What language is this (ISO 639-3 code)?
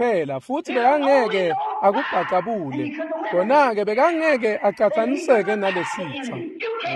ssw